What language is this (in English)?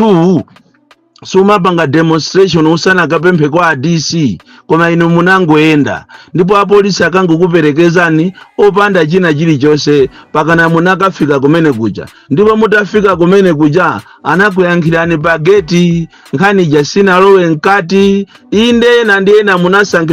Nyanja